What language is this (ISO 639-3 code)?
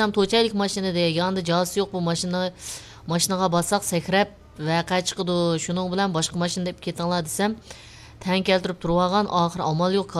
uig